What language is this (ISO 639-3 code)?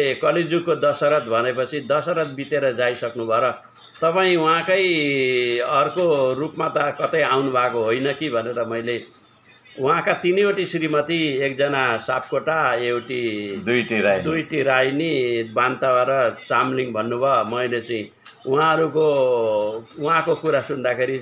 nep